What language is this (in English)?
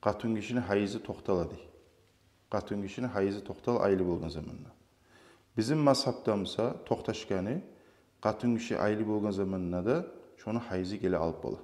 Kumyk